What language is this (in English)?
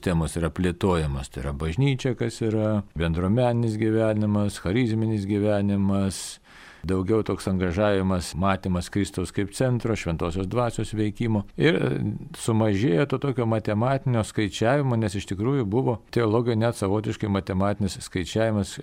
Lithuanian